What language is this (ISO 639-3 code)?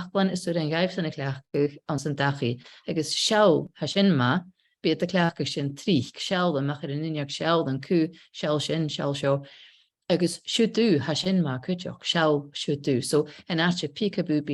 gla